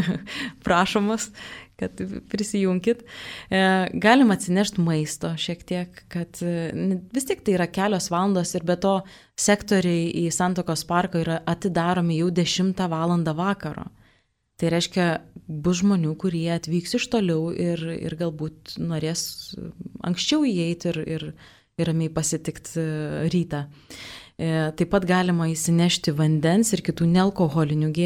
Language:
Lithuanian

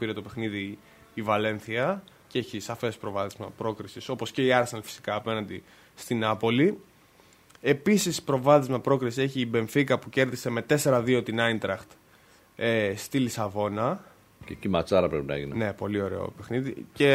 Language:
Greek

